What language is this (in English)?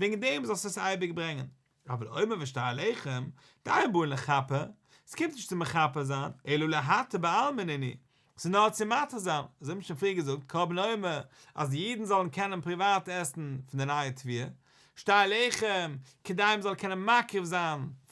Yiddish